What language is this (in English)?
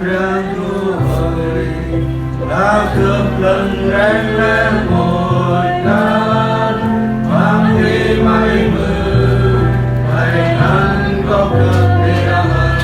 Central Mnong